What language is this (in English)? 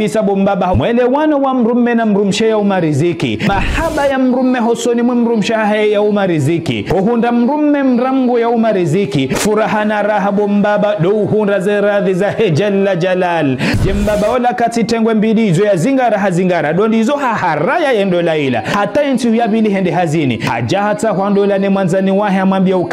Ngazidja Comorian